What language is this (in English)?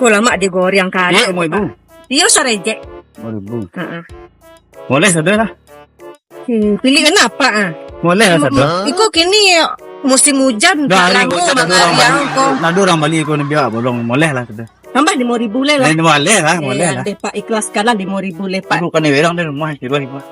Minangkabau